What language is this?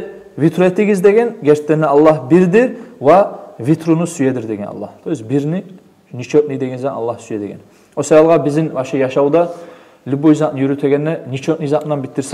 Kumyk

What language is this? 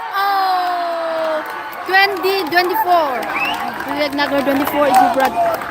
Tangkhul Naga (India)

